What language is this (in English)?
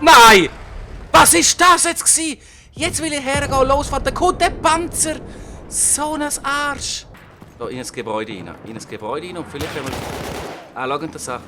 Swiss German